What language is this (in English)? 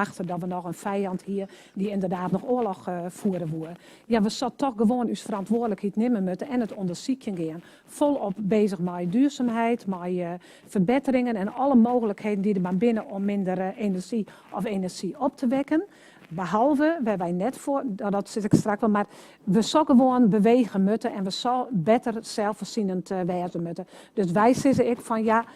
Western Frisian